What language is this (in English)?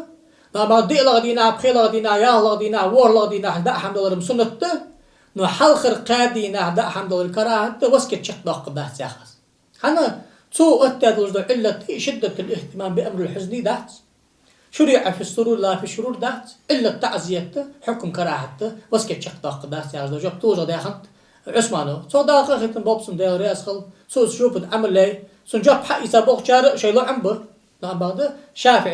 Ingush